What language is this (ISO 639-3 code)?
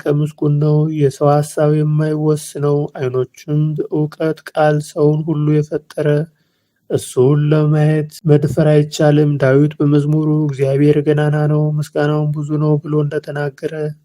amh